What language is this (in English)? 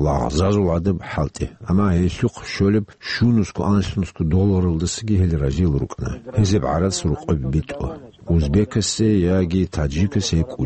Avaric